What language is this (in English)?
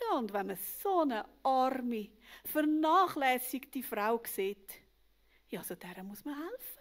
Swiss German